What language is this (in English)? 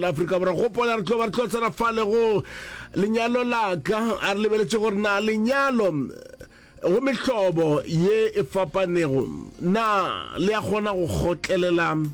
Northern Sotho